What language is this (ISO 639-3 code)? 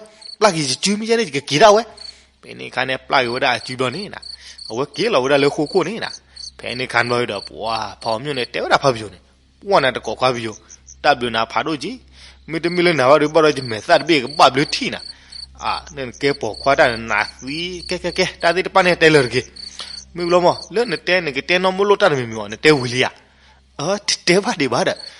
ksw